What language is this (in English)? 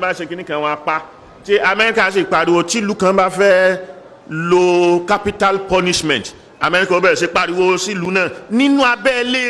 Yoruba